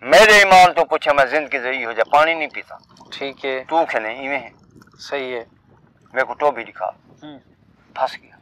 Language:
Saraiki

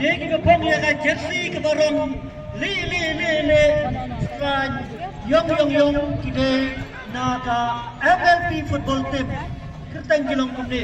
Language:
Khasi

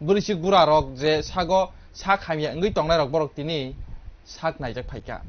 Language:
Kok Borok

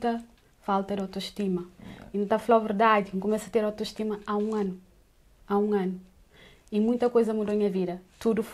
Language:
Kabuverdianu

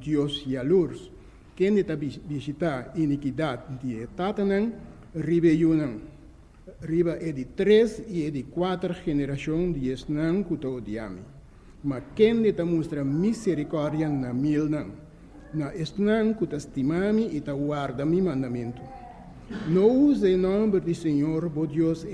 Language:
Papiamento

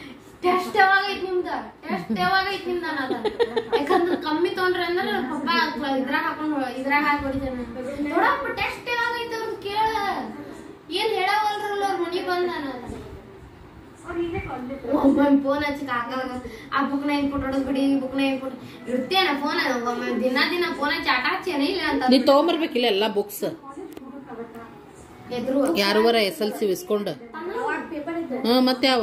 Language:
Kannada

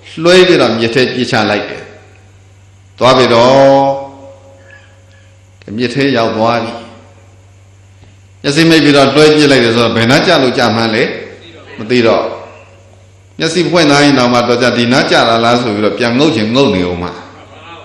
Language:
Burmese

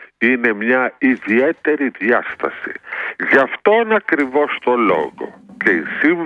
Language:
Greek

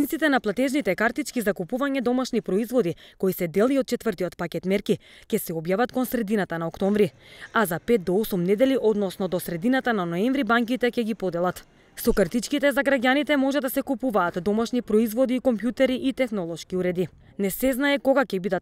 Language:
Macedonian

